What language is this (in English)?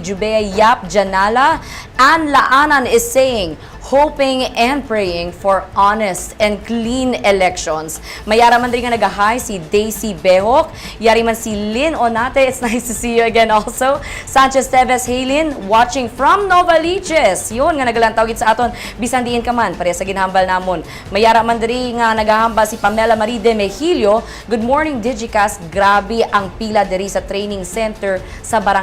Hiligaynon